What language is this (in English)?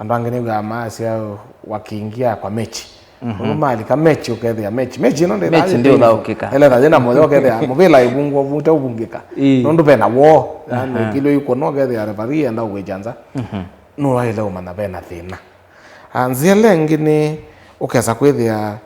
Kamba